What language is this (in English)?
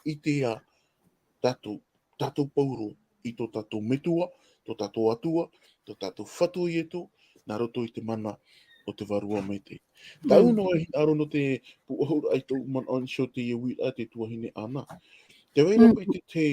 Tahitian